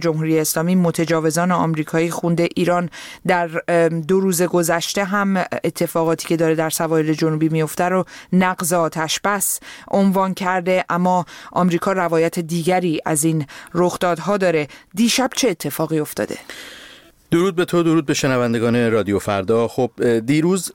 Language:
Persian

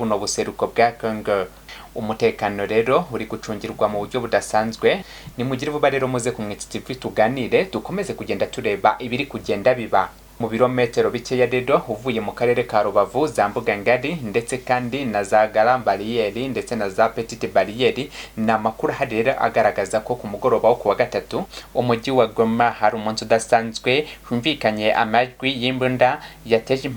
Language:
Kinyarwanda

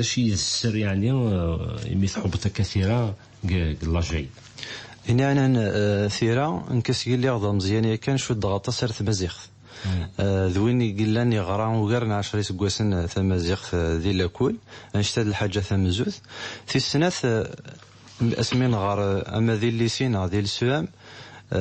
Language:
Kabyle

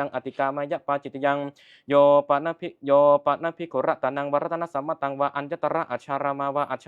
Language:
Pali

